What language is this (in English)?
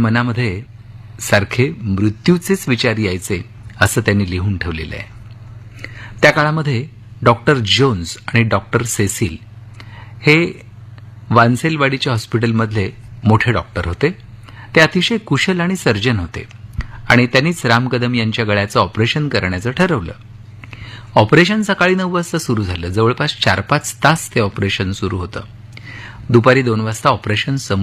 Marathi